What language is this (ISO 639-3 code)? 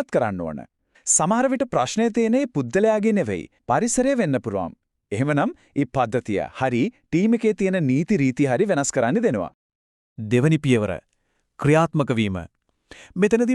sin